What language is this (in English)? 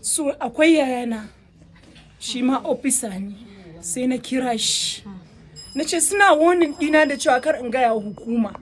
Hausa